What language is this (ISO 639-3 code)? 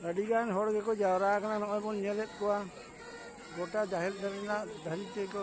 sat